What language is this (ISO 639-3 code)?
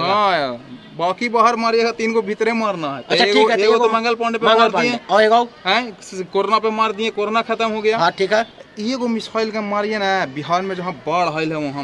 mag